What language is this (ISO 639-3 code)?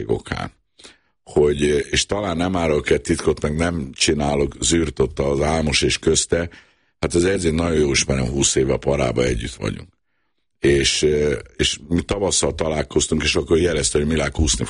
hun